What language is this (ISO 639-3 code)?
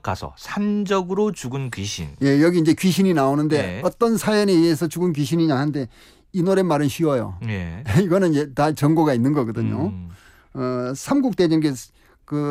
kor